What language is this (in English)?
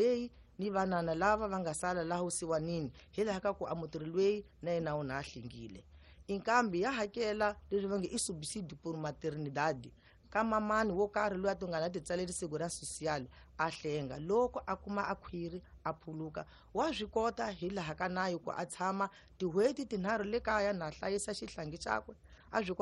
Tsonga